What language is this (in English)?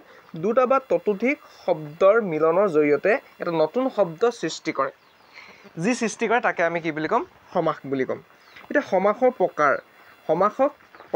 Assamese